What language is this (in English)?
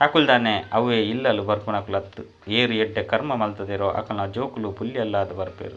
Tulu